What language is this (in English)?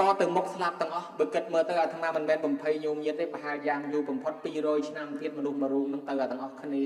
Khmer